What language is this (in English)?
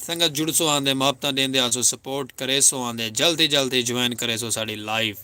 Saraiki